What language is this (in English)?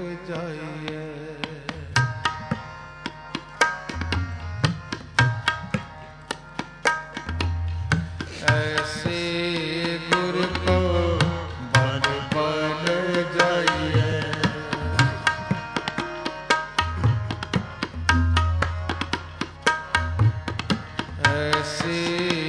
Punjabi